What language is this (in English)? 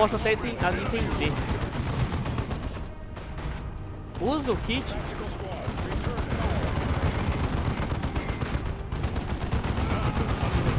Portuguese